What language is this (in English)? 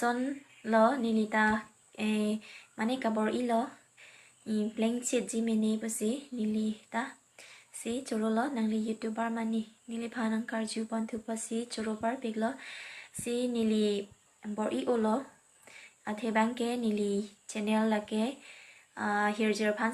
Karbi